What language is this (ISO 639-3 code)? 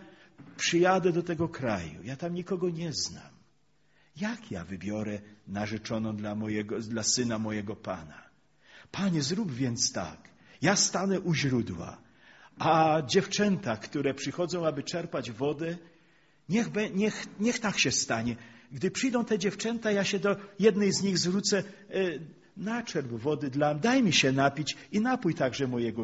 pol